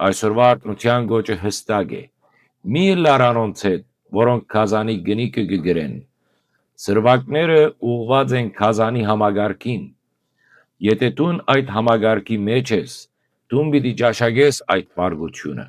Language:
Western Armenian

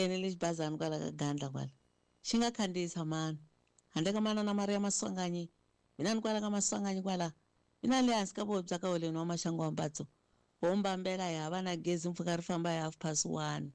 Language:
Tsonga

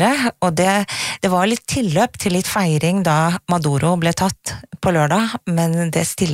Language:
Norwegian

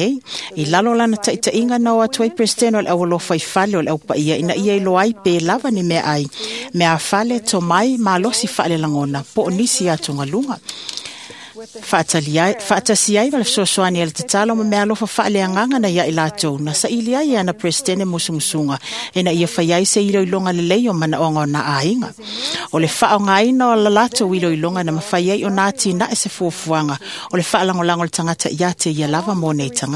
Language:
Samoan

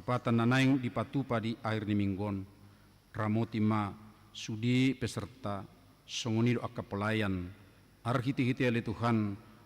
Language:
Batak Toba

